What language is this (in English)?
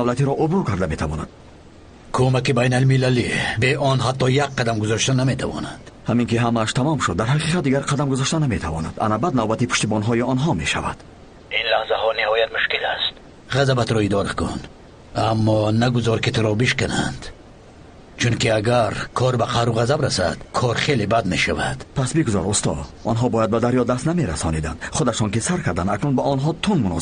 Tajik